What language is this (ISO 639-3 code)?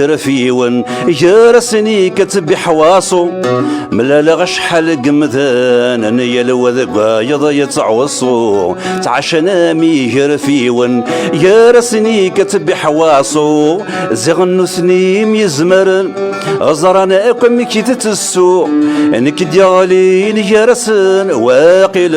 kab